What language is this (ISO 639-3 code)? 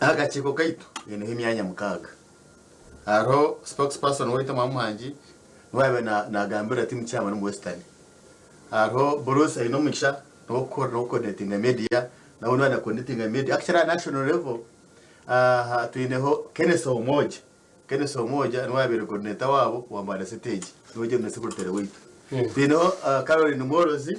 nyn